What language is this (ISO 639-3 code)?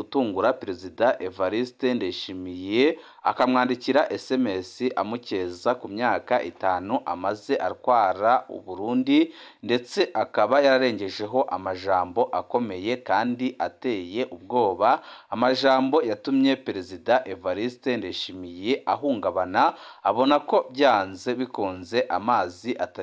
run